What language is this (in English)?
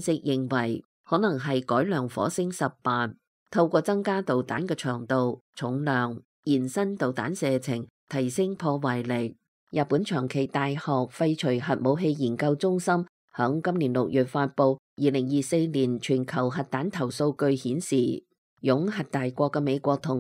Cantonese